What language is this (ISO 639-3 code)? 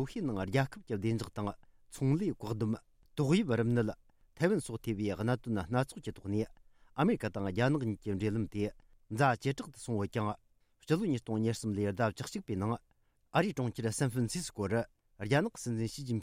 bod